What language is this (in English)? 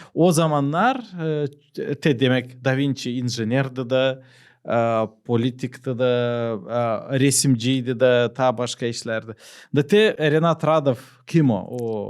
Gagauz